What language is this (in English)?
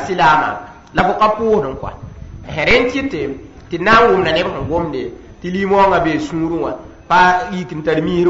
Mossi